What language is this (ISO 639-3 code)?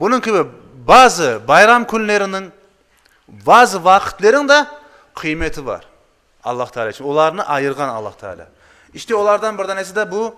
crh